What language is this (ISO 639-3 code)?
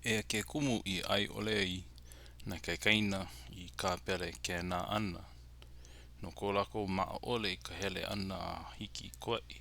haw